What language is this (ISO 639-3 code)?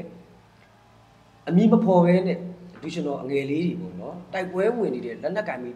mya